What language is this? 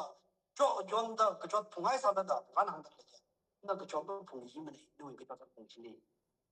Tangkhul Naga (India)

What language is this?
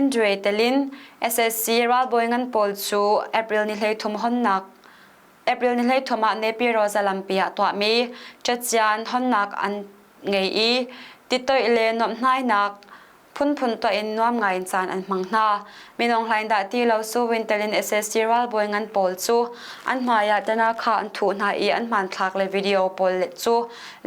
Hakha Chin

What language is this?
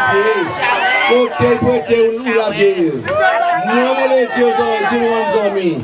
Seselwa Creole French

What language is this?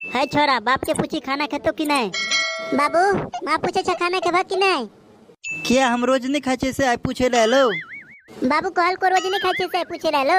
Maithili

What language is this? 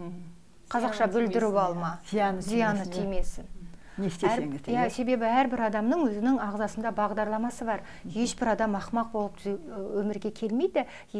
Kazakh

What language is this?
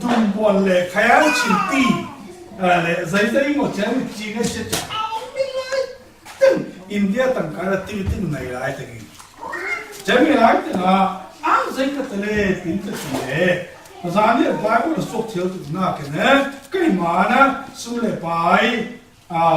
Falam Chin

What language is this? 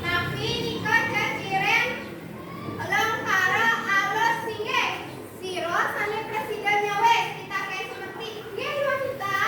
Balinese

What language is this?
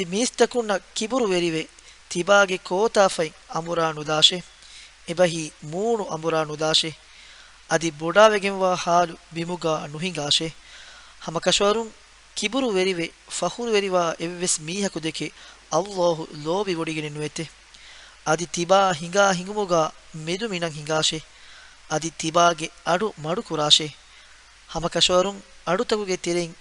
Divehi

